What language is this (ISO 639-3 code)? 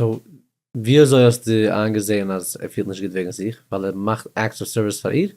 yid